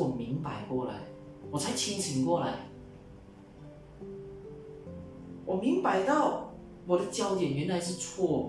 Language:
Chinese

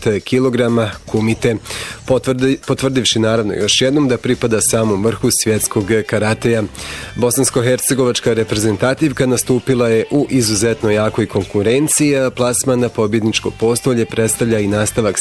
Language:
Bosnian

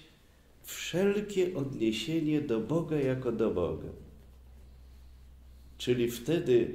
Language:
Polish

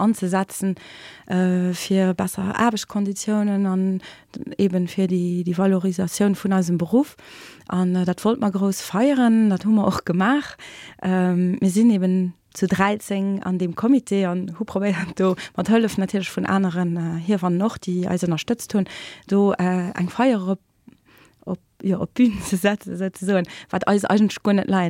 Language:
Luxembourgish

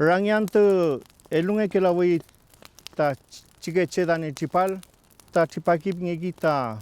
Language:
Mapuche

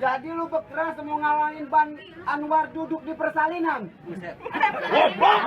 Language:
Betawi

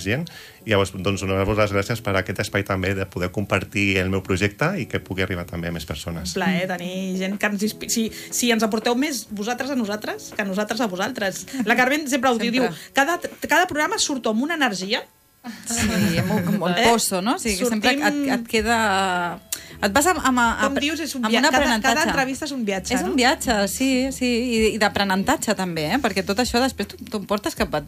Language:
Catalan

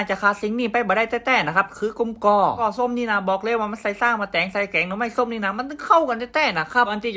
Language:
Northern Thai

